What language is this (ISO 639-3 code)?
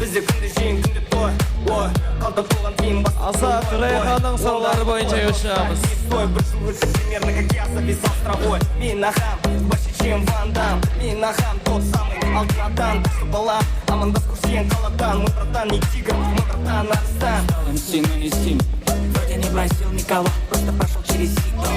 kaa